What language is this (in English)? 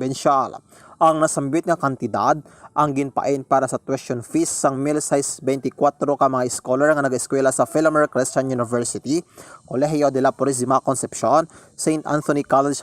Hiligaynon